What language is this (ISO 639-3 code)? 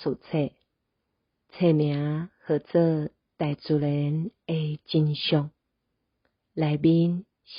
nan